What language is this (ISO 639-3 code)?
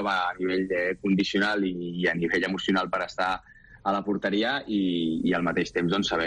cat